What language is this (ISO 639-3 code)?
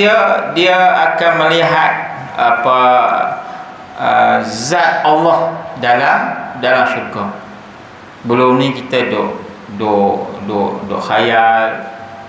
msa